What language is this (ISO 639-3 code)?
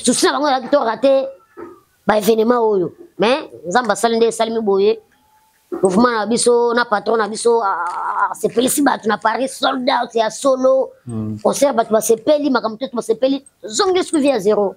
lin